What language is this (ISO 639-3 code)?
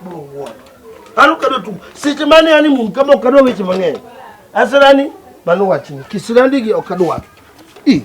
luo